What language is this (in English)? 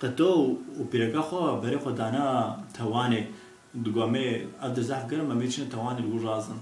Kurdish